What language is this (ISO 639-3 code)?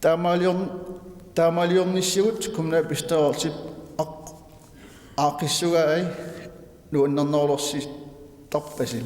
kal